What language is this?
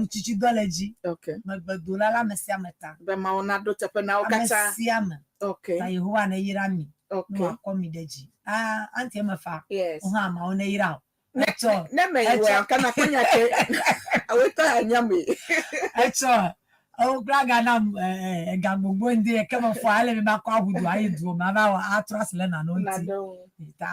Ewe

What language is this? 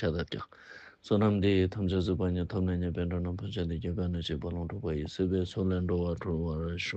Ladakhi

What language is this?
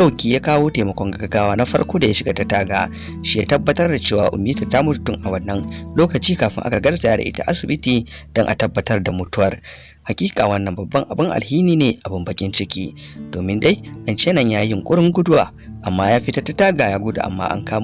Hausa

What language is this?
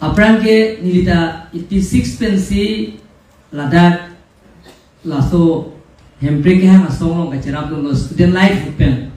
Karbi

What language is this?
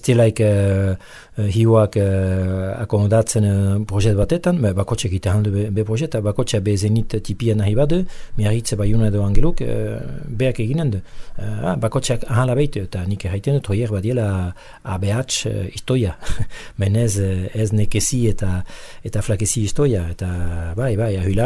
Basque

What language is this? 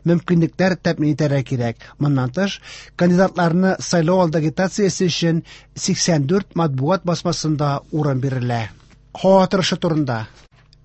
Tatar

